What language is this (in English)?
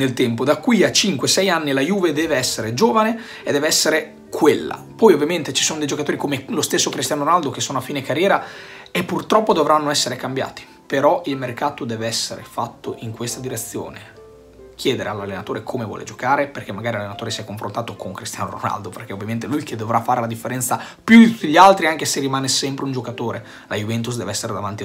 Italian